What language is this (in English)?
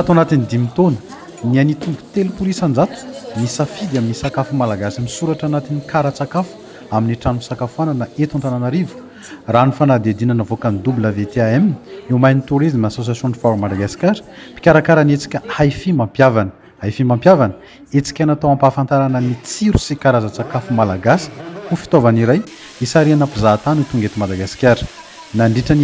Malagasy